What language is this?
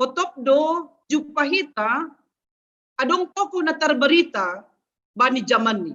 Batak Simalungun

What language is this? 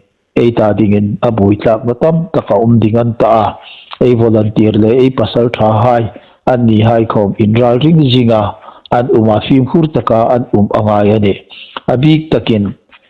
Hmar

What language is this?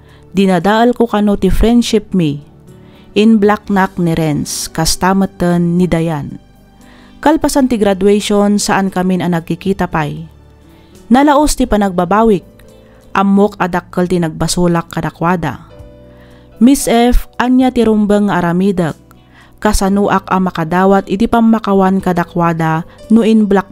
Iloko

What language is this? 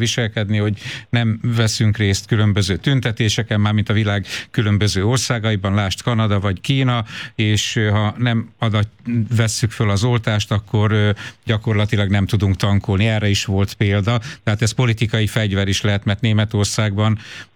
Hungarian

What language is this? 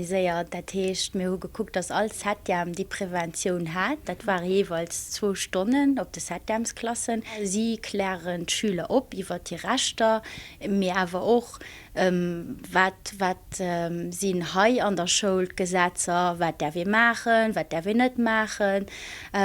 Luxembourgish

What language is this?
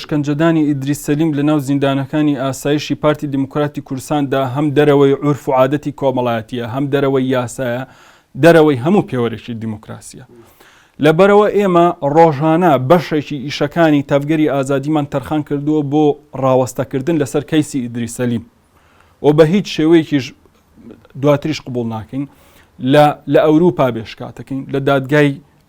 Central Kurdish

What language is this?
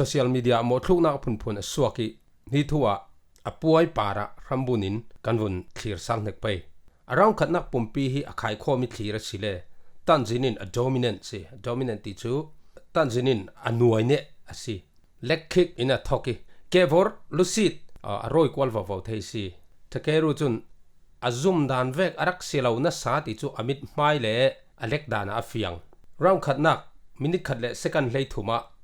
Falam Chin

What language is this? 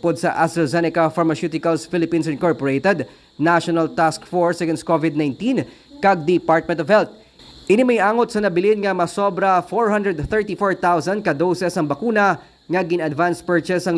Hiligaynon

